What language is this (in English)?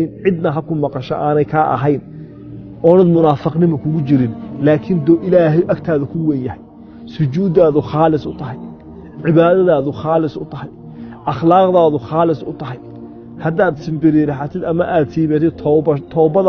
Somali